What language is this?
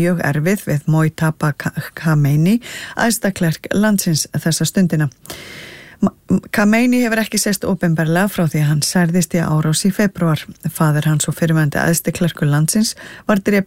Icelandic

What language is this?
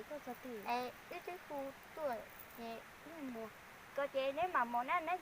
Hmong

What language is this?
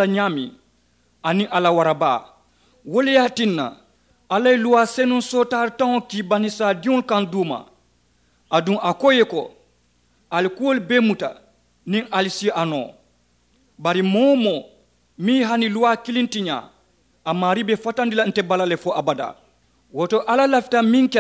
Mandingo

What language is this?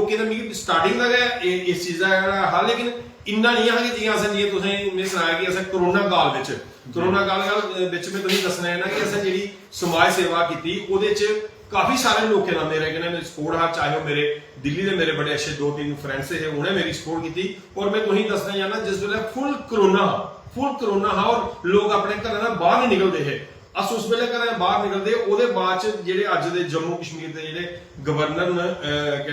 Dogri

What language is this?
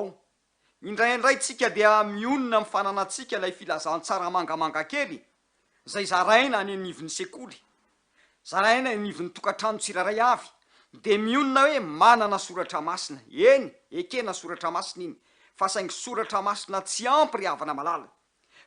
Malagasy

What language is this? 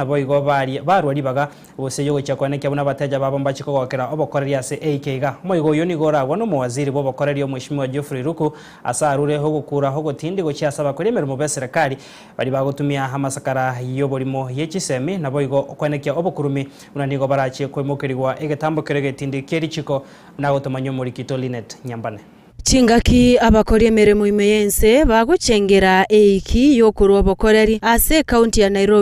Gusii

